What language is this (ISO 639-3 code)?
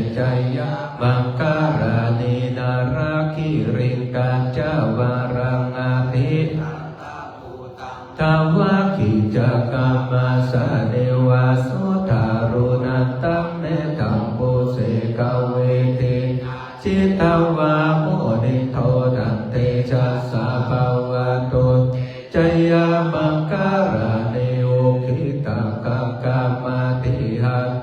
pli